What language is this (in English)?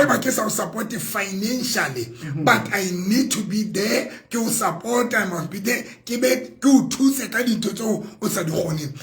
Southern Sotho